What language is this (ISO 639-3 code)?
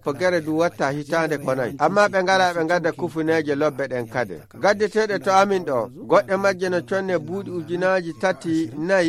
fuv